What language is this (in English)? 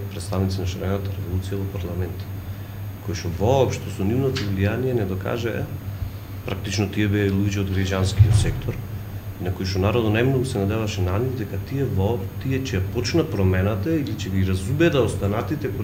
Macedonian